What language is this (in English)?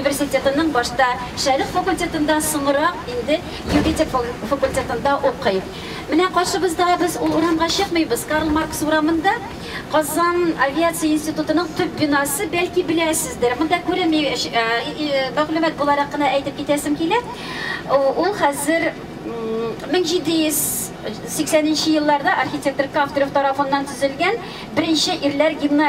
Tatar